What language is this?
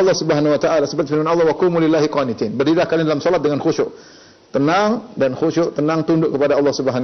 Indonesian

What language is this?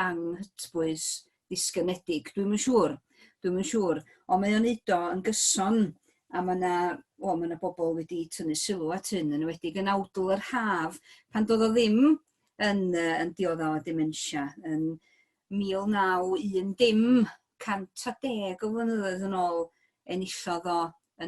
Welsh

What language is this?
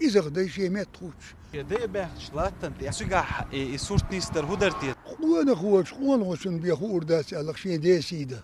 Chechen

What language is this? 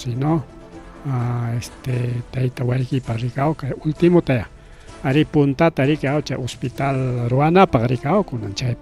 Ayacucho Quechua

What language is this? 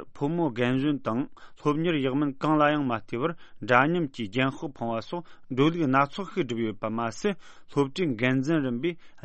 Tibetan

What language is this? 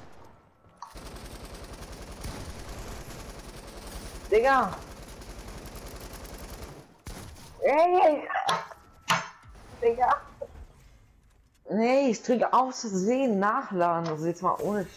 German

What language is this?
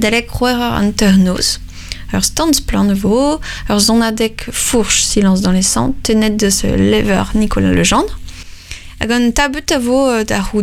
Breton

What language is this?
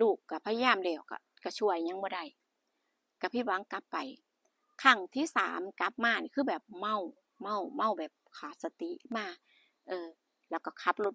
Northeastern Thai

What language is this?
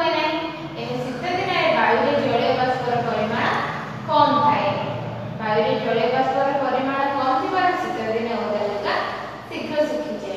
Odia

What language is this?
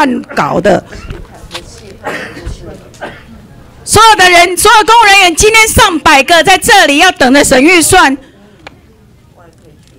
Chinese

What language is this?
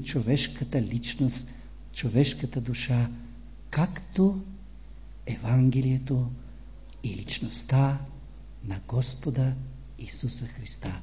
Bulgarian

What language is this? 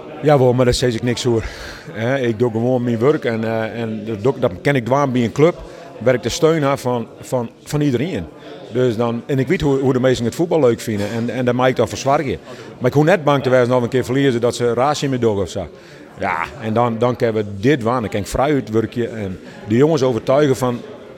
Western Frisian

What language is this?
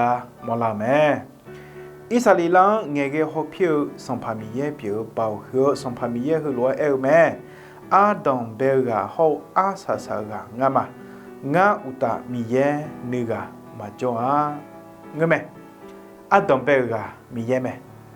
Akha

